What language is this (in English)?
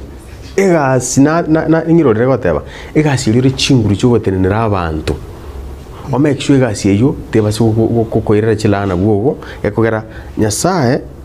Gusii